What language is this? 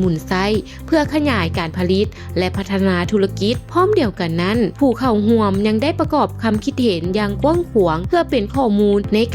Lao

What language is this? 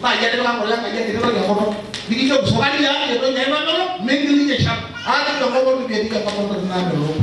Masai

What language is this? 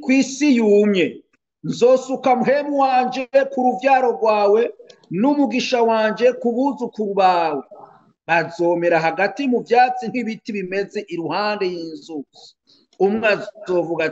Rundi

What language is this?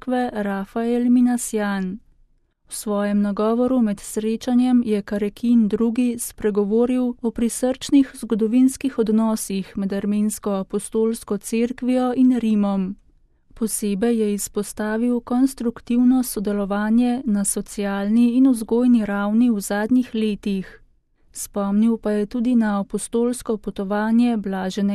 Slovenian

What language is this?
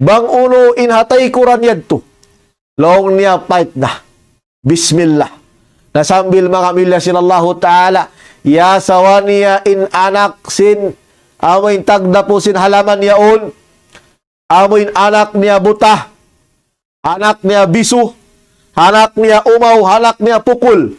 Tausug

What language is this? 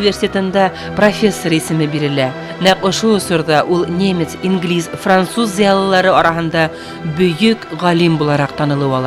Bashkir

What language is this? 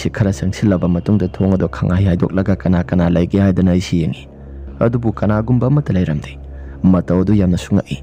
Manipuri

